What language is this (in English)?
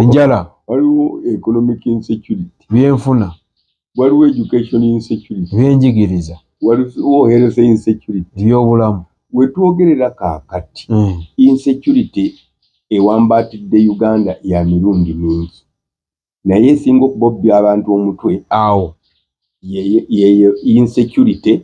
Ganda